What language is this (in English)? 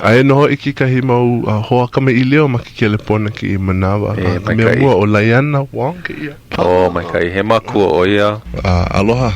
Hawaiian